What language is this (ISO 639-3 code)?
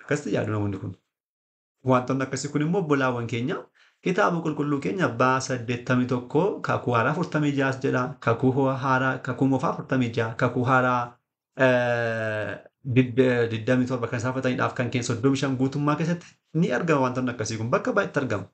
orm